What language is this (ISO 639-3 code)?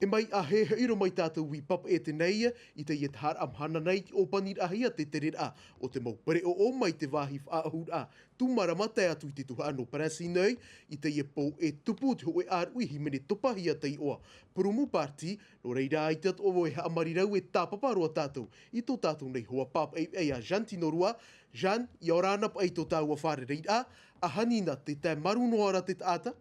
tah